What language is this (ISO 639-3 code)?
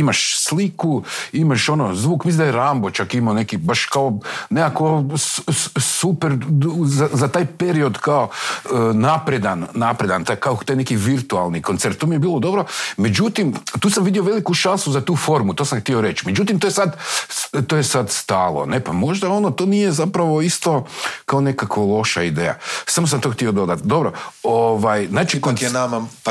hrv